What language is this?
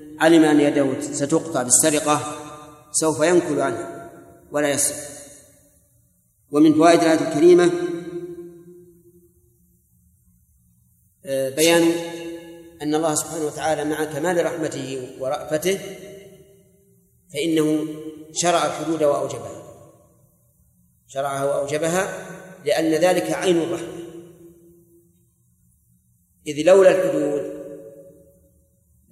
Arabic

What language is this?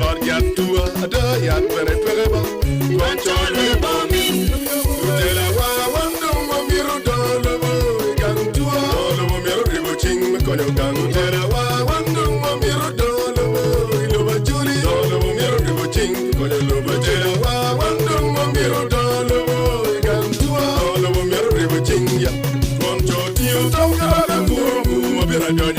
Acoli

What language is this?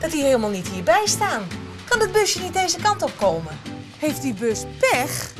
Western Frisian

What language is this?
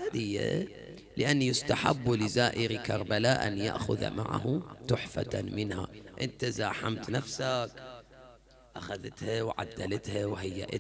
Arabic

